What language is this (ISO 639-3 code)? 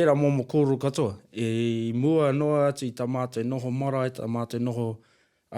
mri